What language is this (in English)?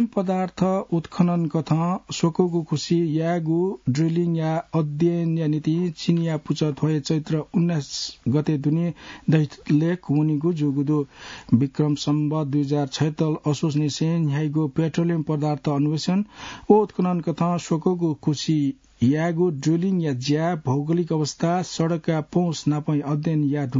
Newari